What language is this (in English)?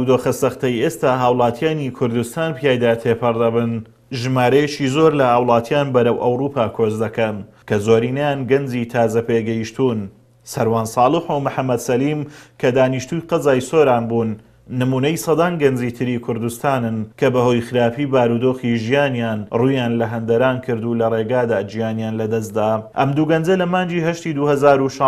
Central Kurdish